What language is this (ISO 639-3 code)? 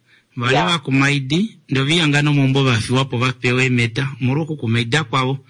kua